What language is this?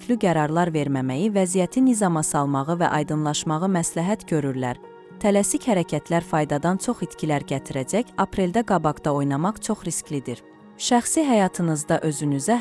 Azerbaijani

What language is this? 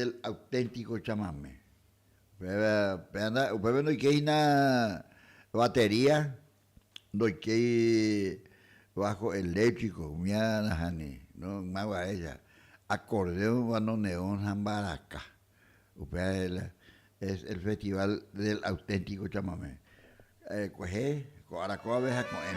Guarani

